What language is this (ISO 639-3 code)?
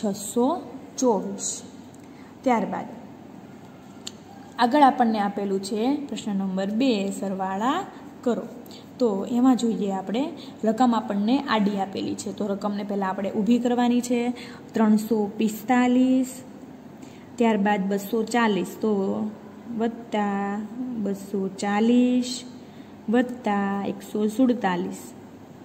guj